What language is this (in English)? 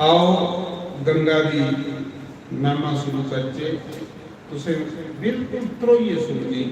Dogri